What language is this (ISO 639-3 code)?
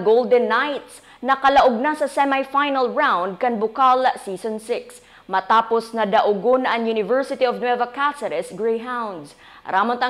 bik